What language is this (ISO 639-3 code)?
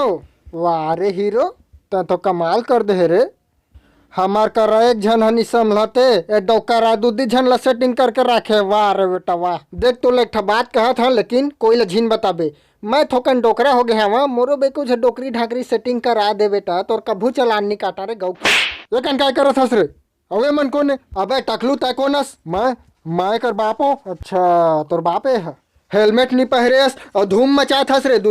hne